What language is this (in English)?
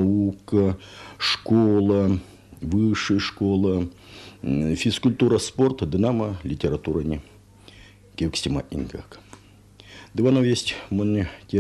Erzya